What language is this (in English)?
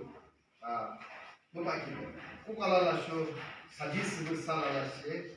Yimchungru Naga